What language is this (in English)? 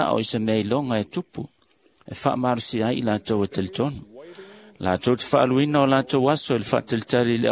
Samoan